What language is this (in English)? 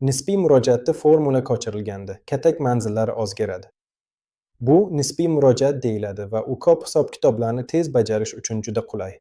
Uzbek